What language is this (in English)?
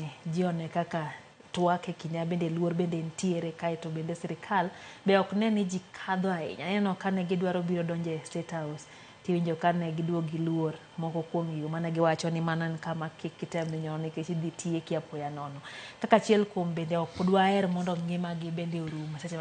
Luo (Kenya and Tanzania)